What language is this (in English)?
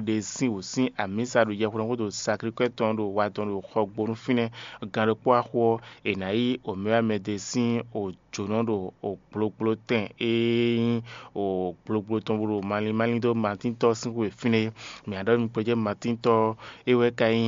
Fon